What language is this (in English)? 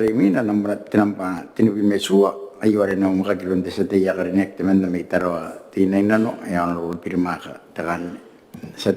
Gilbertese